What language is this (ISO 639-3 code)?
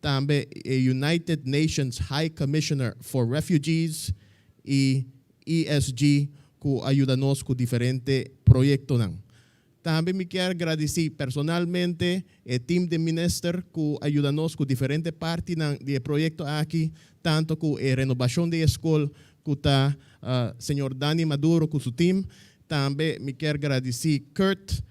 pap